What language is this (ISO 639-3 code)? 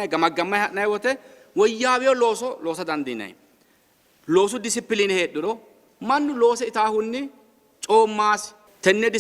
sid